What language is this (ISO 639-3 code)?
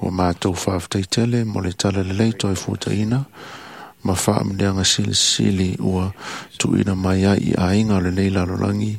smo